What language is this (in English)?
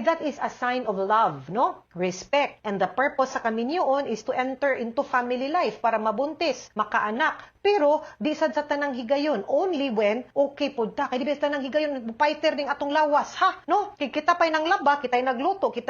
Cebuano